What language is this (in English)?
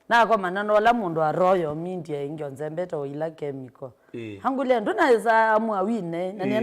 Kamba